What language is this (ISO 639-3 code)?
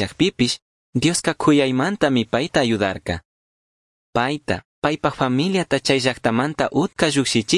qug